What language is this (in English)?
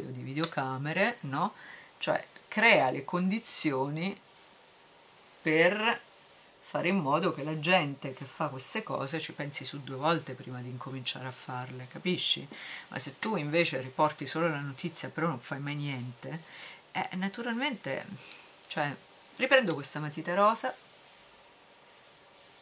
Italian